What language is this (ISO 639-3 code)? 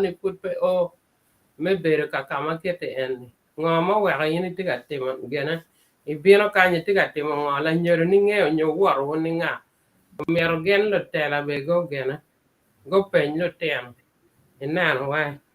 ach